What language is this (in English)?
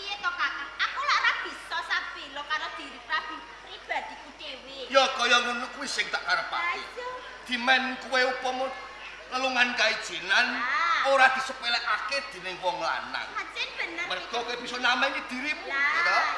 Javanese